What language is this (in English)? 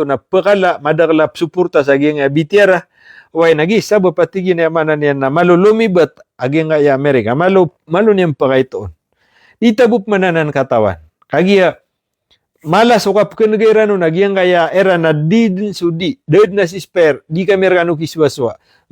Maranao